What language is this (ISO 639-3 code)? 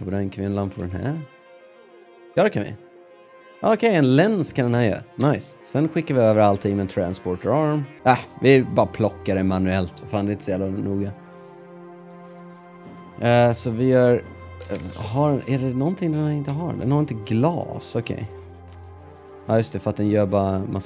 swe